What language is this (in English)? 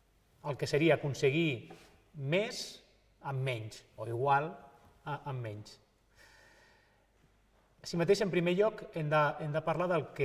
Catalan